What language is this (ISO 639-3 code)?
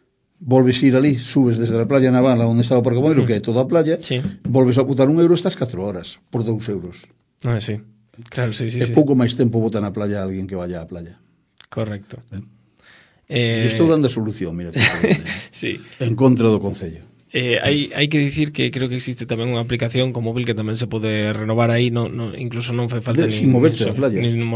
glg